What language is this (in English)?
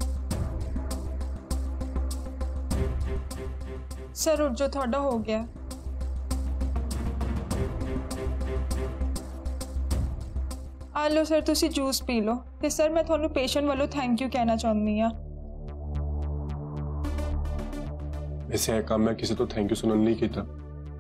Punjabi